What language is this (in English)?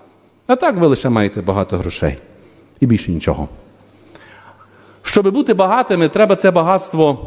Ukrainian